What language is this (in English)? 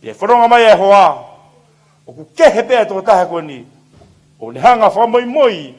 Tongan